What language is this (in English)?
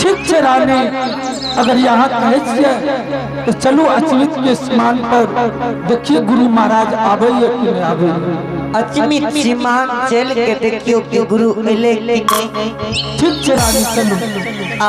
Angika